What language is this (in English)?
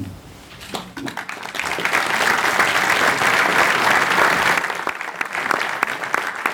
German